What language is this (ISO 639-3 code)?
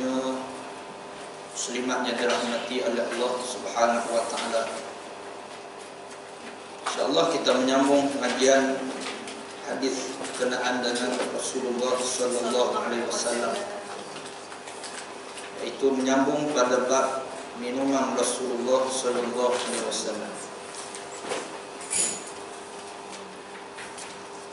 msa